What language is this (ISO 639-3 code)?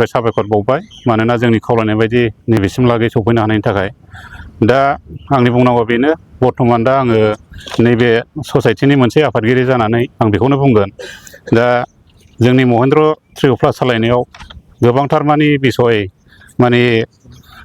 brx